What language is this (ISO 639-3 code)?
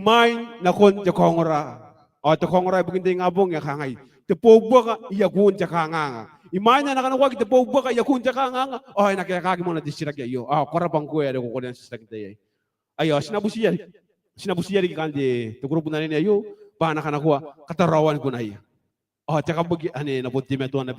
gil